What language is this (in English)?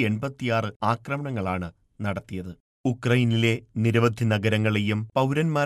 Malayalam